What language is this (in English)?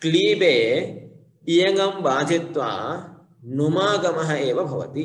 Sanskrit